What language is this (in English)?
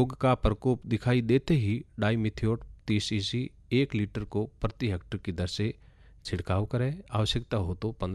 Hindi